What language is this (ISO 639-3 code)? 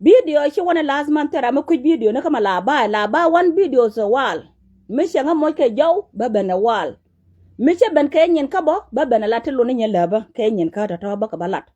nus